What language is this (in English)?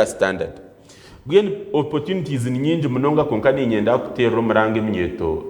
Nyankole